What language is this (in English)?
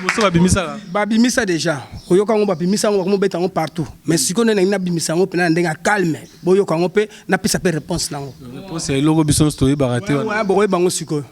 Lingala